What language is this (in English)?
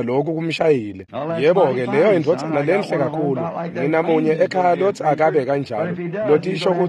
Swati